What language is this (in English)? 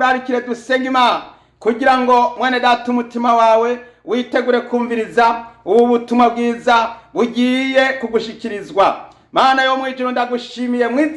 Rundi